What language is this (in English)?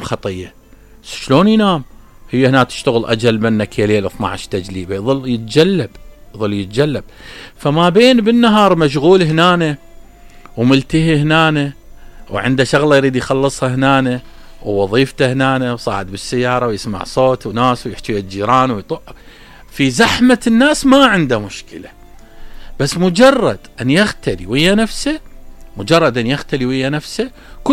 Mesopotamian Arabic